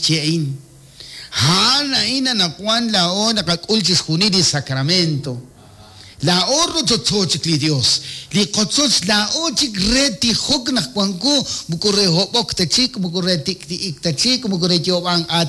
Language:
Kekchí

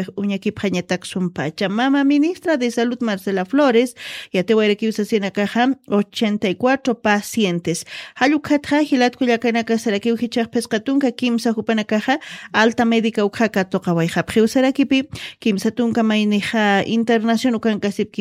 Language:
Aymara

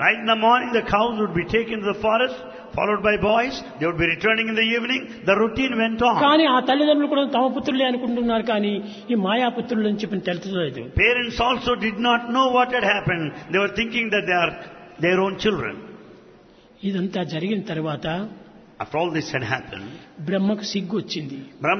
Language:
Telugu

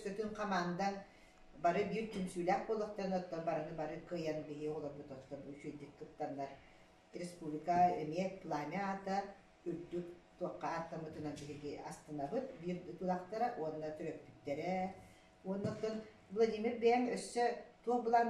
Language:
Yakut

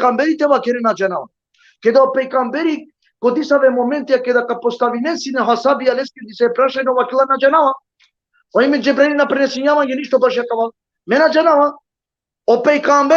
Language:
Balkan Romani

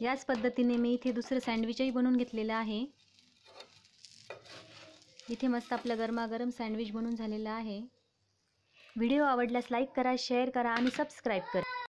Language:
Marathi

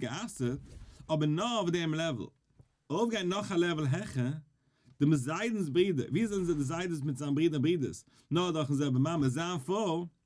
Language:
Yiddish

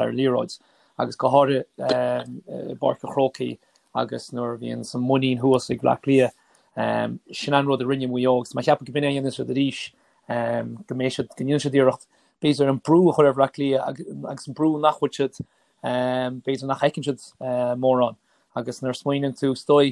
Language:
Irish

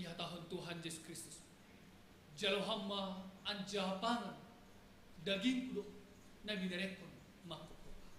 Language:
Batak Simalungun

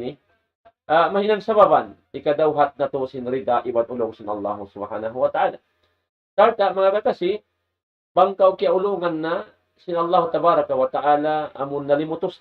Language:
Tausug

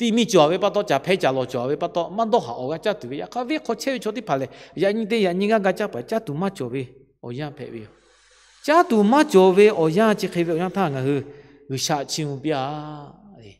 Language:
Lahu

